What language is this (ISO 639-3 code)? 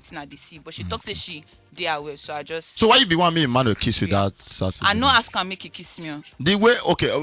pcm